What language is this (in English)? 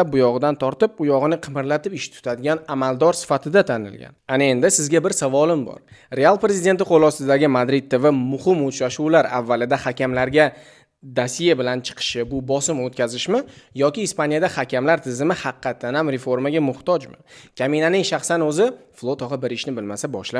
Uzbek